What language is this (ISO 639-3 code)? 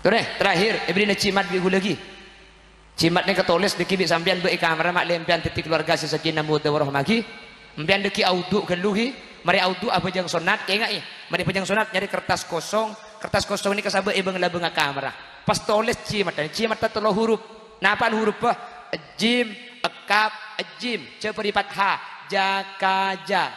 mad